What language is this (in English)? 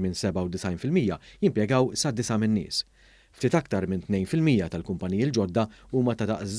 Maltese